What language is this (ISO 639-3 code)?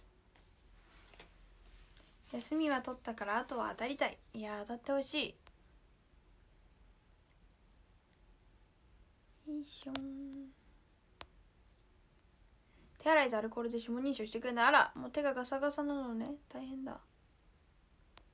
jpn